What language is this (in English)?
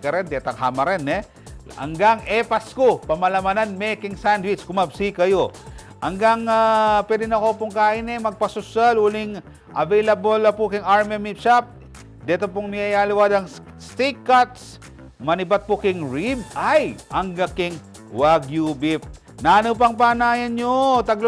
Pampanga